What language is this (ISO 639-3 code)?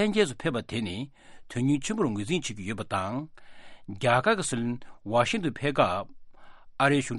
bod